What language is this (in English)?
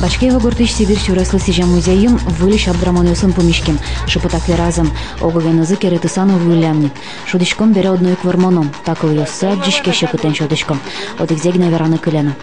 Udmurt